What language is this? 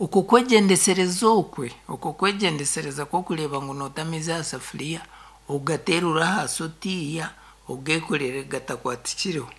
Nyankole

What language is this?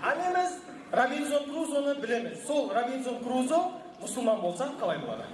Kara-Kalpak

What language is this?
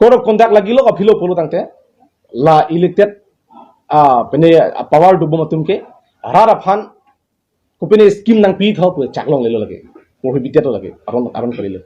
Karbi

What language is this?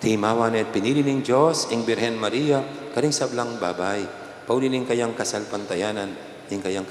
Pampanga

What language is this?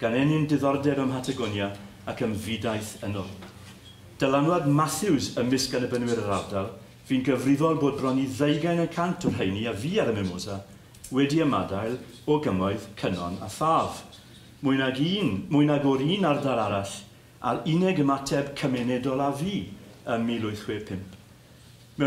Welsh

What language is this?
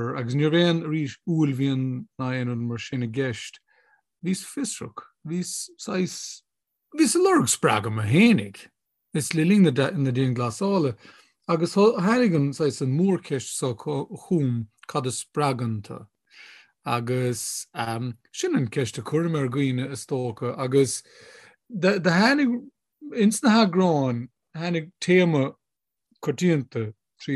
Irish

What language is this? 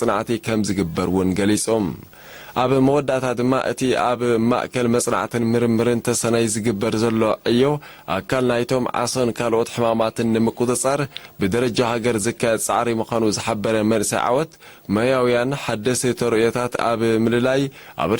Tigrinya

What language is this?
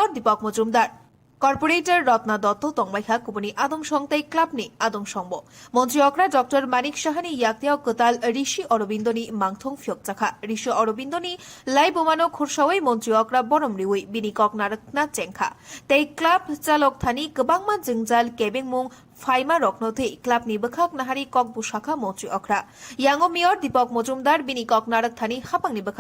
Kok Borok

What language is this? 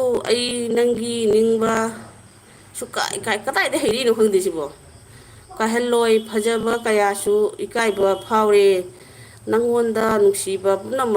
Manipuri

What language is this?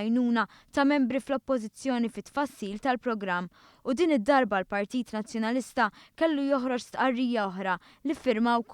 Maltese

